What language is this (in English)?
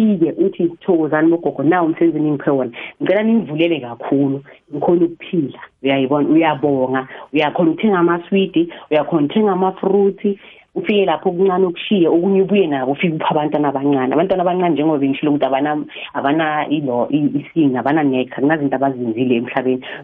South Ndebele